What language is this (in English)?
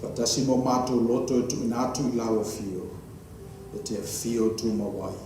Samoan